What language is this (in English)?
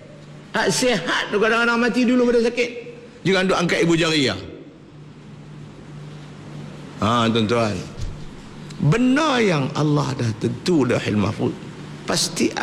Malay